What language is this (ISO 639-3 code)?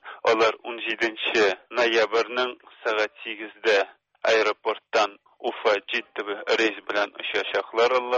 tat